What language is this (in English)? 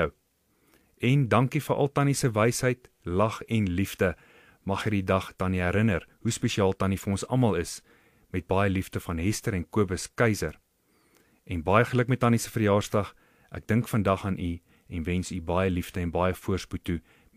Afrikaans